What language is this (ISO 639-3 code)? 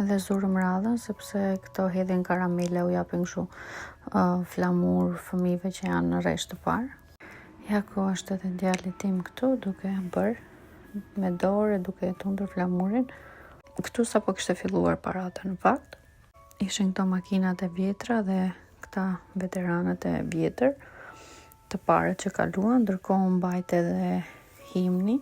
sqi